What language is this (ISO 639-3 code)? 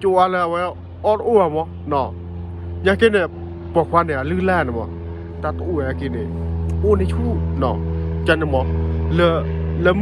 ksw